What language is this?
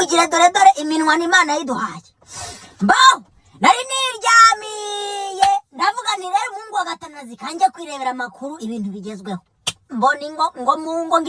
Kinyarwanda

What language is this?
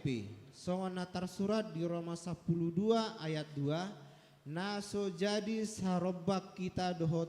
Batak Toba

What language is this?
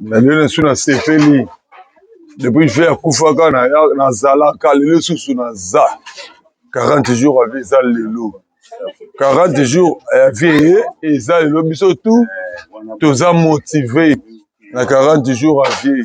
Lingala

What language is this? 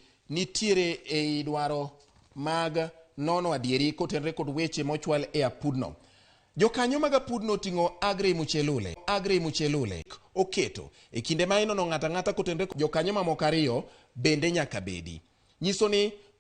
Luo (Kenya and Tanzania)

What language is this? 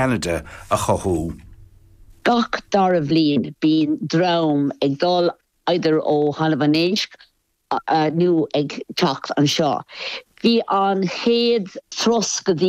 Irish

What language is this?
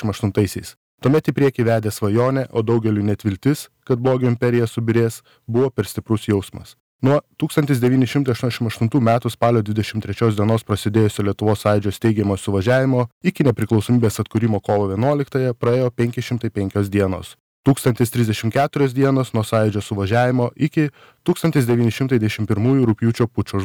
Lithuanian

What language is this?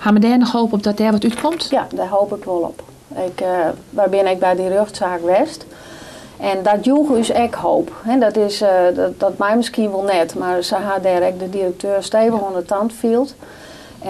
Western Frisian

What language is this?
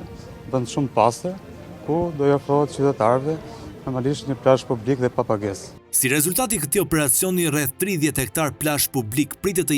Albanian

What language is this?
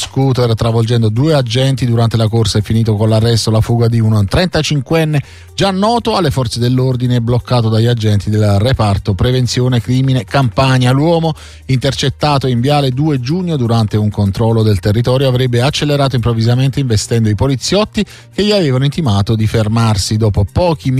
Italian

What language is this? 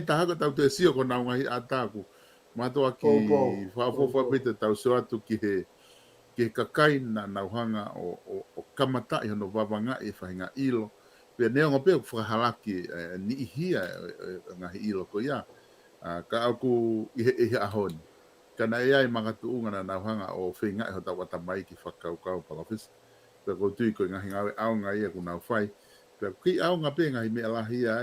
Tongan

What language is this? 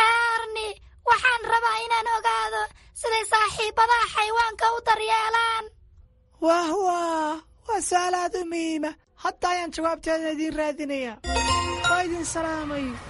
Somali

